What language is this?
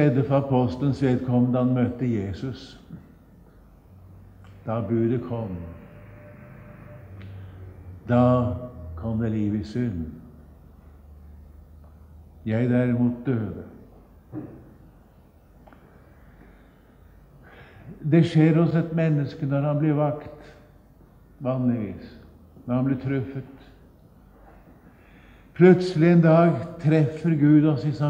Norwegian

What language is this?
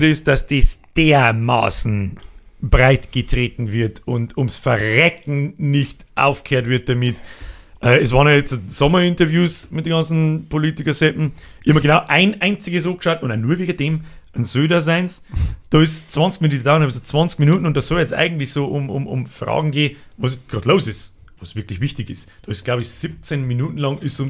Bavarian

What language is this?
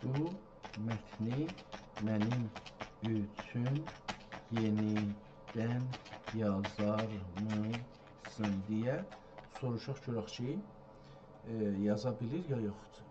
South Azerbaijani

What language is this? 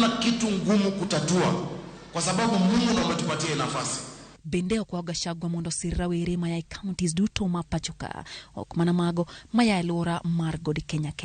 Luo (Kenya and Tanzania)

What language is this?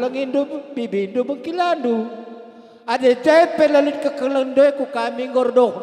Batak Karo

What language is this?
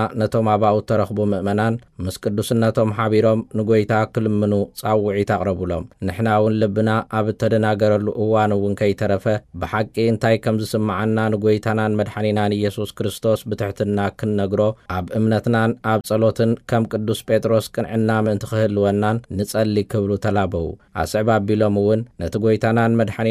Tigrinya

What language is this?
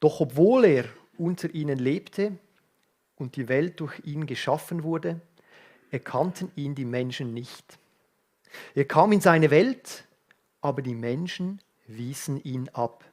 Swiss German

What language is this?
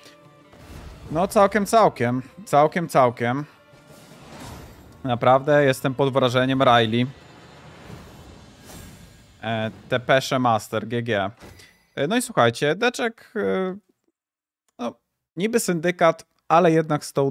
Polish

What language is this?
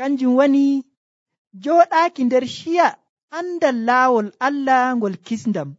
Nigerian Fulfulde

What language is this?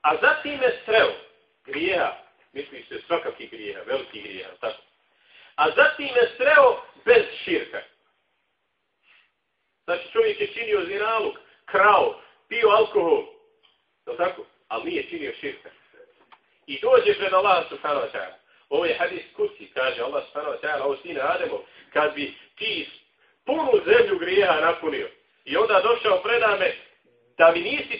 Bosnian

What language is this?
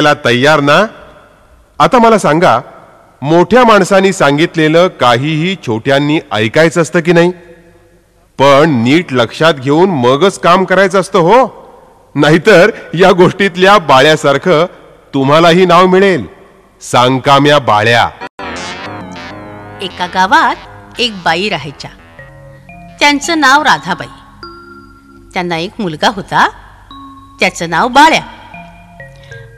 Marathi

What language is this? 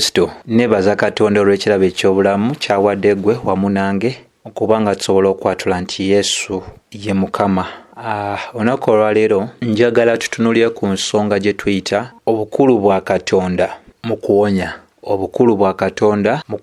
Ganda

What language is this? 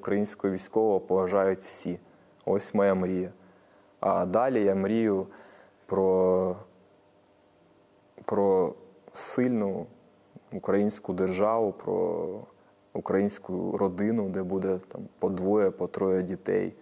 Ukrainian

